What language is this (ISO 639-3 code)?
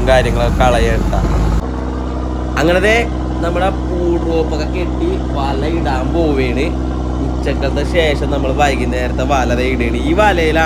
mal